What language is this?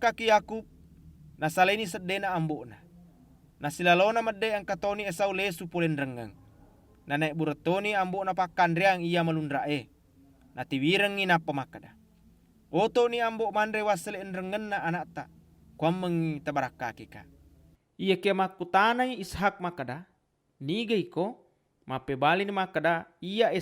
Buginese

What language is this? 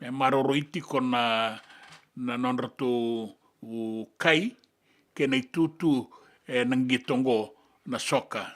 Fijian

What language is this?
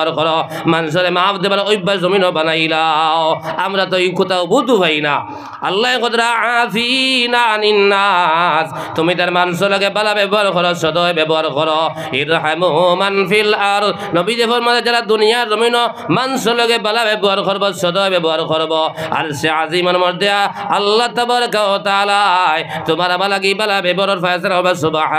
Sylheti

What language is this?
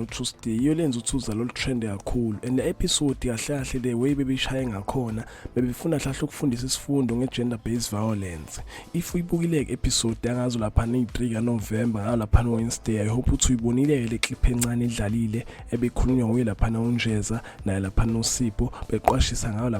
Zulu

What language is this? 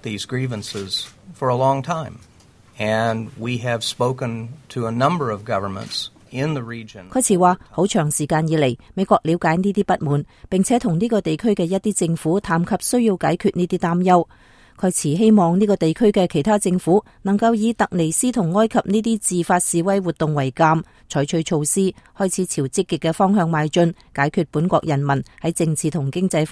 Cantonese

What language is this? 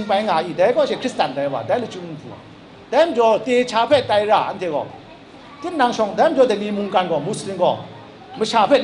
Kachin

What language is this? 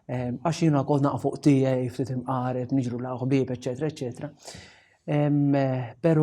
Maltese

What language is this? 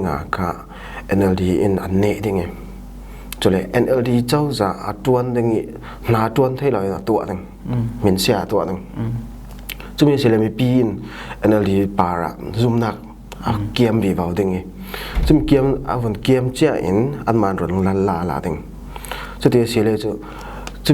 Falam Chin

